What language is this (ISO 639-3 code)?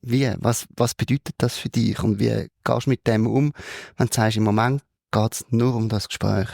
gsw